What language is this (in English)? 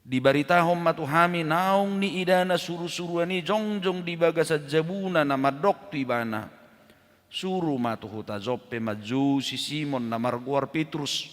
Batak Toba